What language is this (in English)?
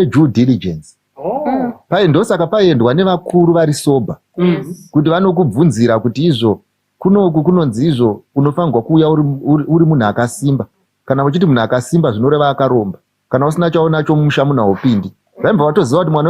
Shona